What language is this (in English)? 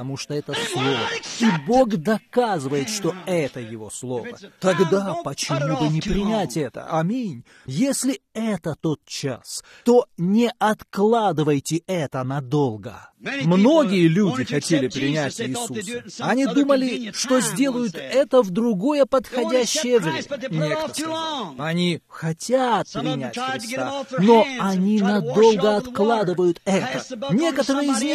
Russian